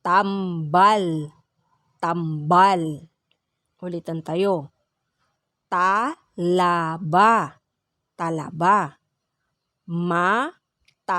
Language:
Pangasinan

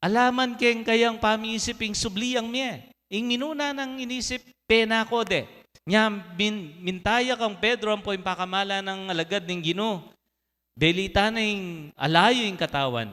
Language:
Pampanga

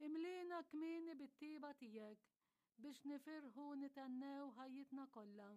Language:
Maltese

